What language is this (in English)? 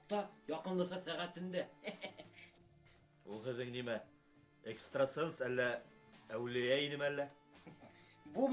Bashkir